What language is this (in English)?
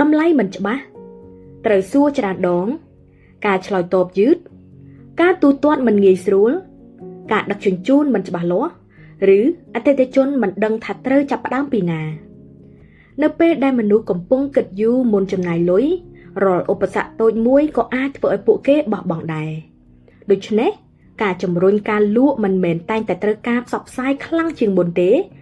Khmer